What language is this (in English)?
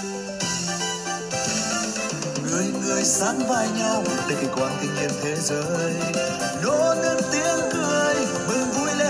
Vietnamese